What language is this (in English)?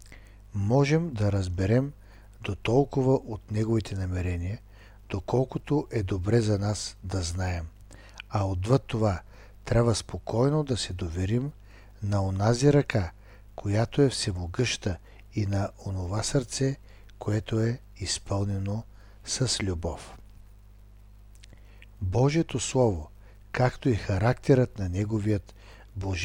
Bulgarian